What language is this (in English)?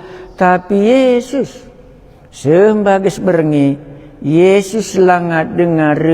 Batak Karo